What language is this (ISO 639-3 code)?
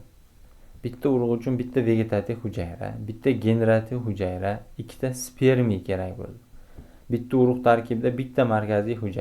uzb